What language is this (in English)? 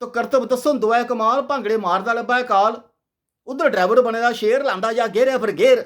Dogri